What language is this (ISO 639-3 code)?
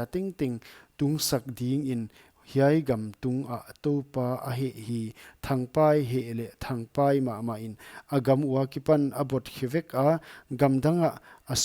pck